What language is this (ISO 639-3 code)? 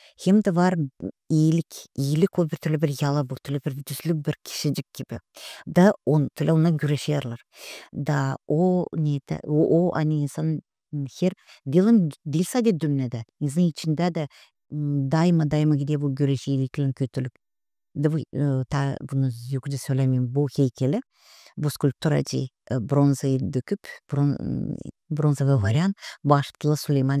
gag